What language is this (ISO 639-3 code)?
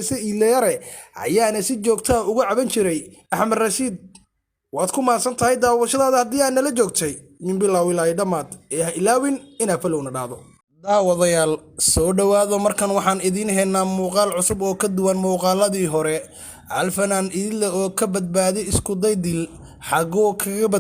som